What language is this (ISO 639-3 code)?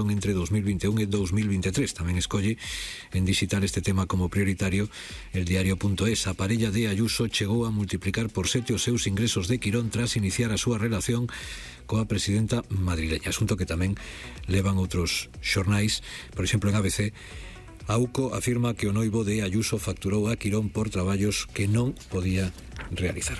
glg